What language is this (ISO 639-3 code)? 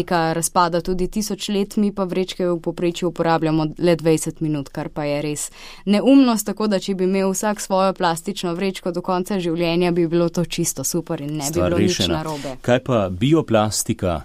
slv